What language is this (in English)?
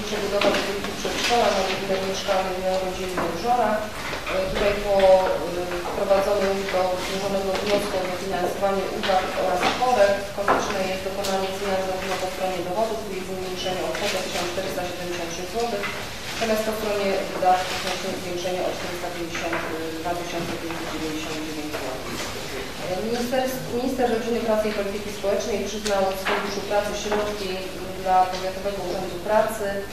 Polish